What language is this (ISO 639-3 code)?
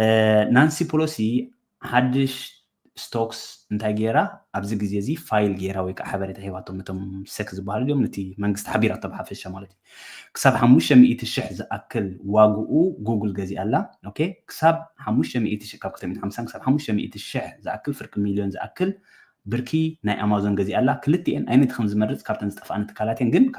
tir